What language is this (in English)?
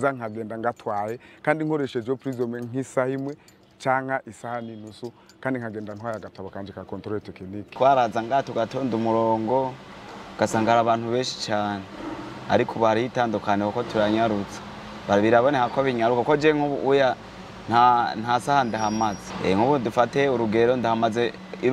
Rundi